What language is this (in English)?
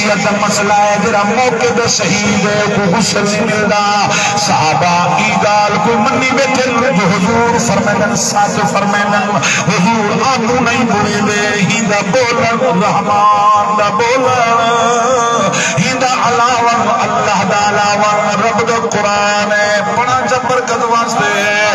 Saraiki